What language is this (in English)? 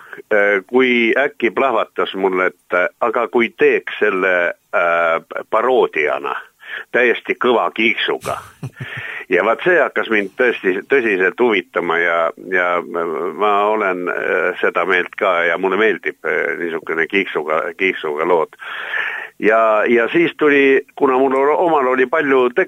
Estonian